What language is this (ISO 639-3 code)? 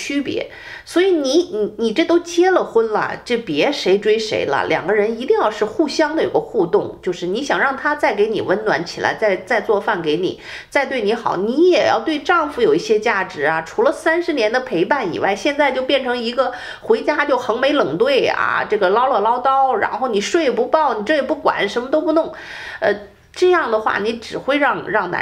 zho